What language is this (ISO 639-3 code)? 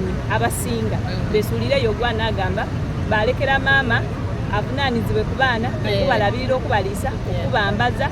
xog